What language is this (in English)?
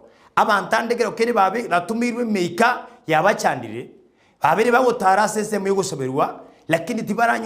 Gusii